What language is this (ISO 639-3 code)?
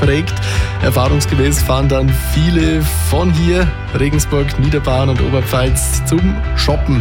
deu